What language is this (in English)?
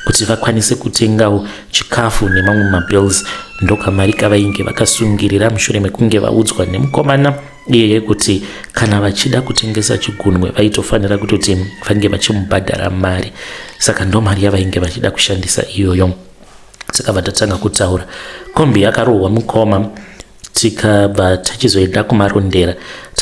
Shona